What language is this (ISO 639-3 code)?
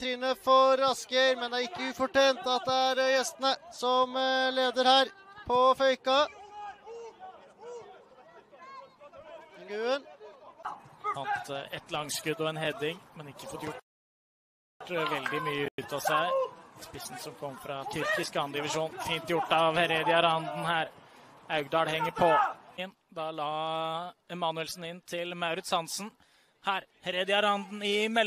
nor